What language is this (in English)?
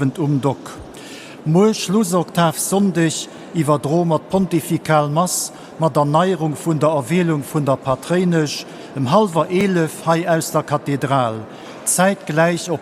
Luxembourgish